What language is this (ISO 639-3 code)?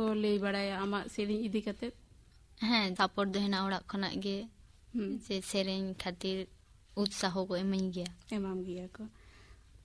sat